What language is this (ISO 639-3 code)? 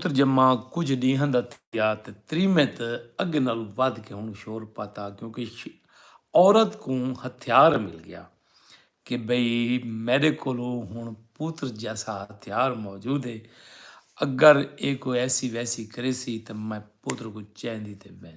skr